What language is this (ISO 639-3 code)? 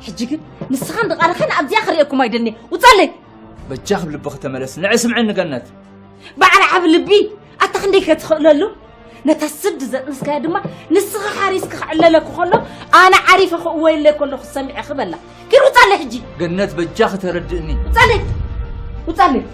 tir